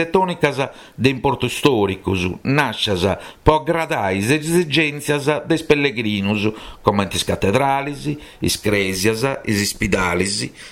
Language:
Sardinian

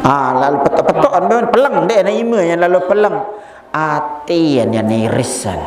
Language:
Sasak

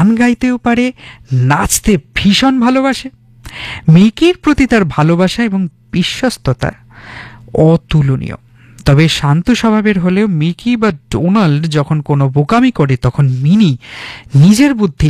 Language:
Bangla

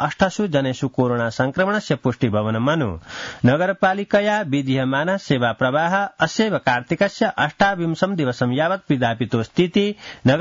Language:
Sanskrit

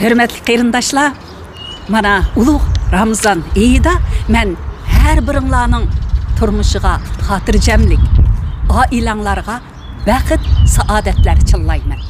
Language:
Uyghur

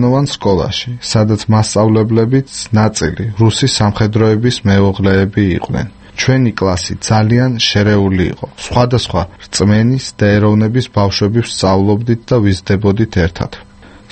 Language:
Georgian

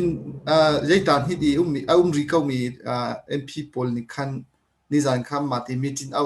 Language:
Hakha Chin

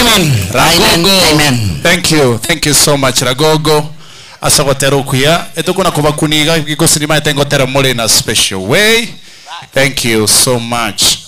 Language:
Gusii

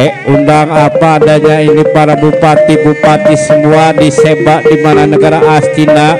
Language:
Betawi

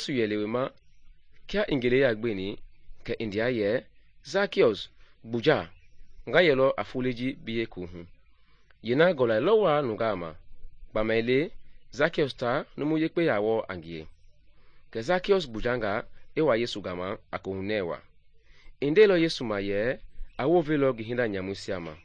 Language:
Mende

